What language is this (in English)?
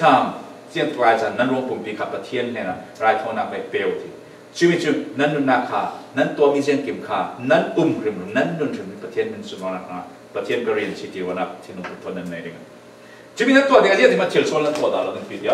Falam Chin